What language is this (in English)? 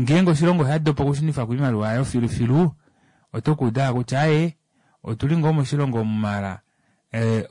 Kuanyama